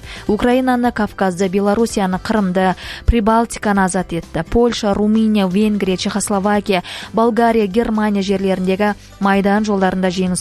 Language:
Kazakh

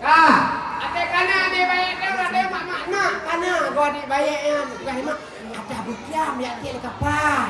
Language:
Achinese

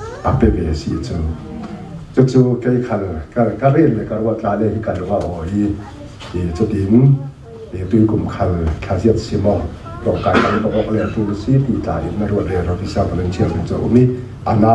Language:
Falam Chin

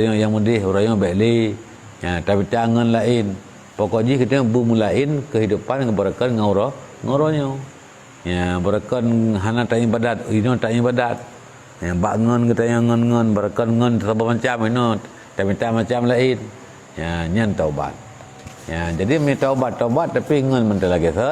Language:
Achinese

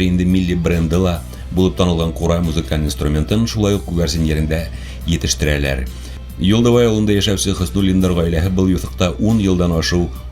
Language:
Bashkir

